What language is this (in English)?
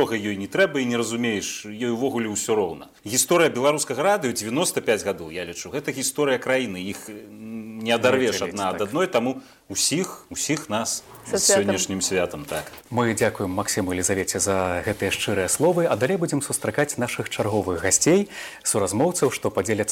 Belarusian